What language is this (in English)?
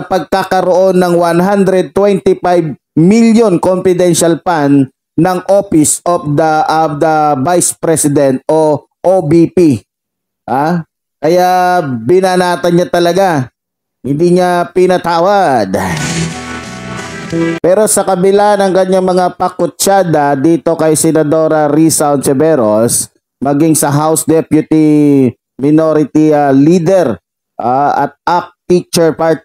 Filipino